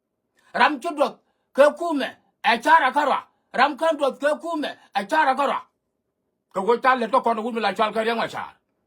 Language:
Nuer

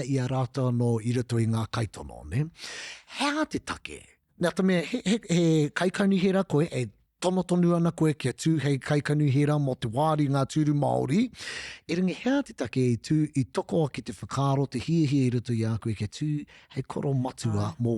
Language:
Māori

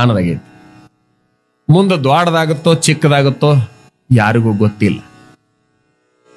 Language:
Kannada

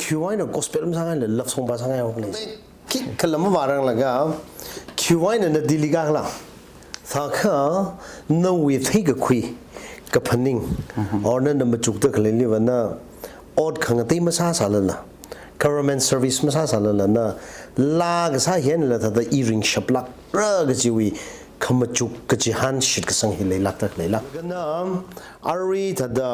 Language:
Tangkhul Naga (India)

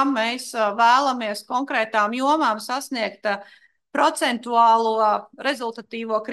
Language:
Latvian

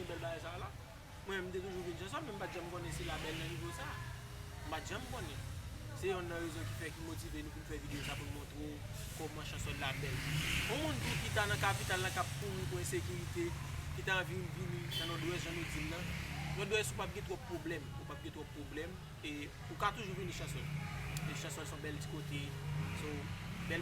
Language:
Haitian Creole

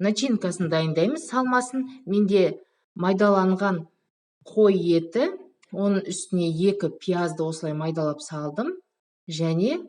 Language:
Kazakh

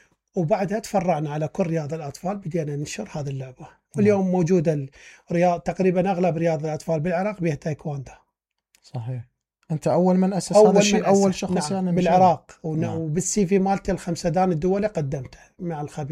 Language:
Mesopotamian Arabic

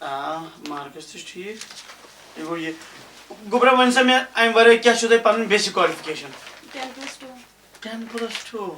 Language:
Kashmiri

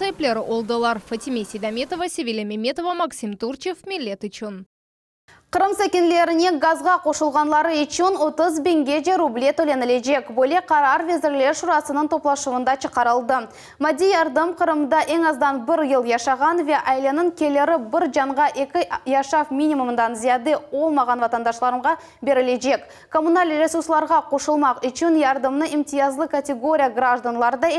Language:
Crimean Tatar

